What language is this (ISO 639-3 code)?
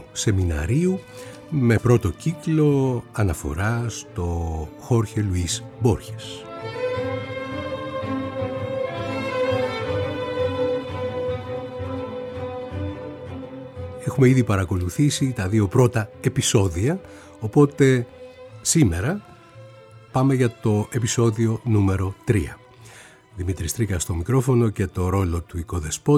ell